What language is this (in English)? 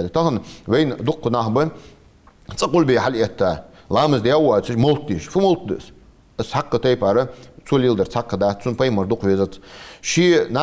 Ingush